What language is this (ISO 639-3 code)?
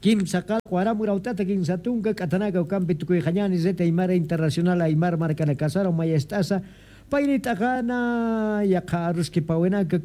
aym